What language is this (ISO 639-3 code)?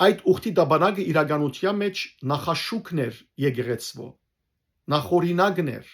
hyw